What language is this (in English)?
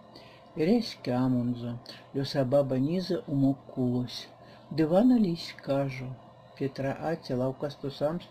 Erzya